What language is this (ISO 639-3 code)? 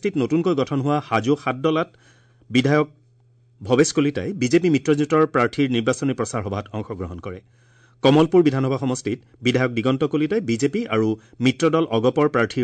asm